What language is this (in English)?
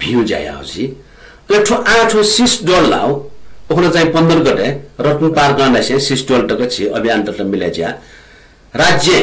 Newari